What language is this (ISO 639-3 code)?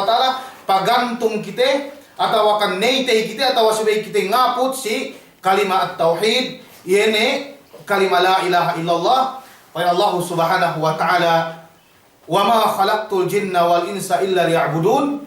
yka